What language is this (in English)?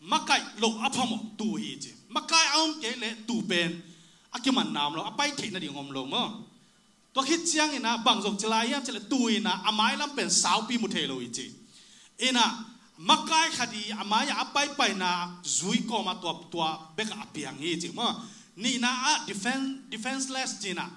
Tedim Chin